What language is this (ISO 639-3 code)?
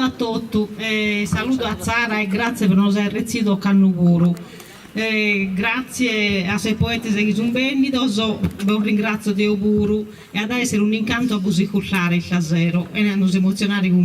srd